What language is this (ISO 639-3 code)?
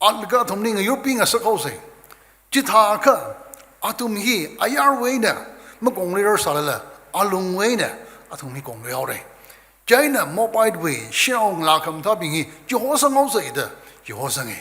nmf